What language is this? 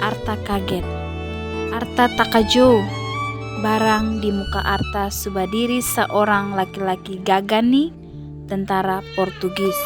Ambonese Malay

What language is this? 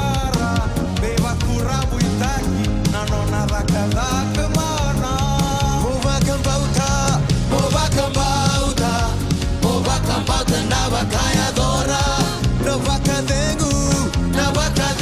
Fijian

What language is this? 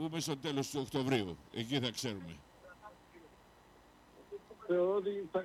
Greek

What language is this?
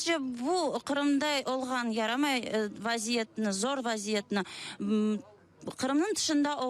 Crimean Tatar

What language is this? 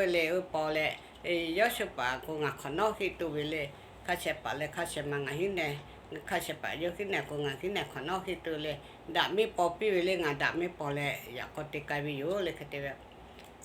Lahu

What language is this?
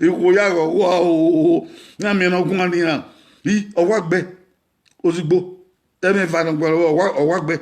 Bini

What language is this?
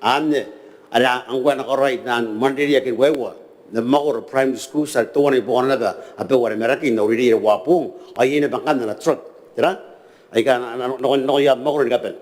Gilbertese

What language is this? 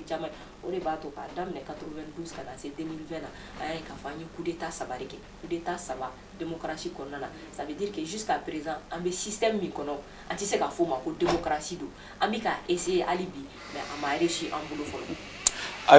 Bambara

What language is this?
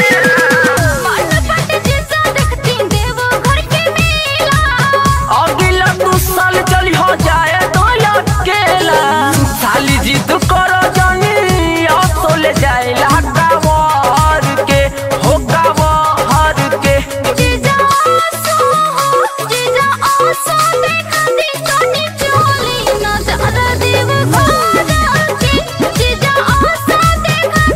Bhojpuri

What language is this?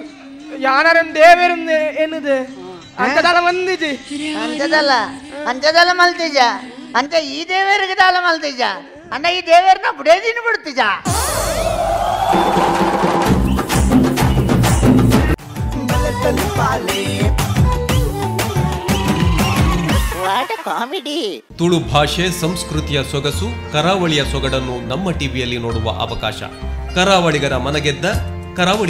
Tulu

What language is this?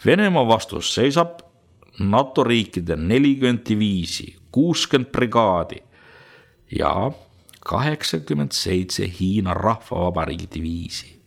Estonian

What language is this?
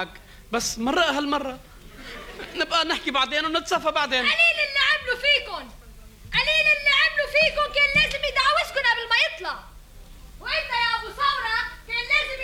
North Levantine Arabic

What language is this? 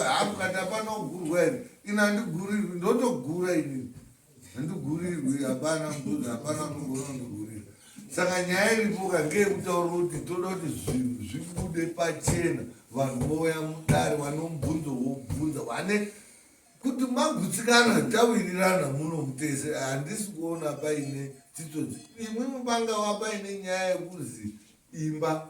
Shona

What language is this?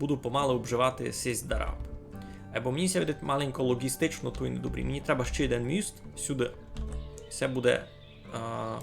Rusyn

